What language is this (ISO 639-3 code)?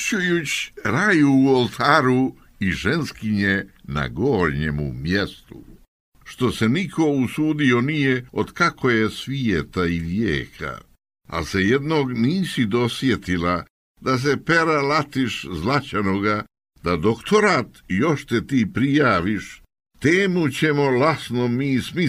srp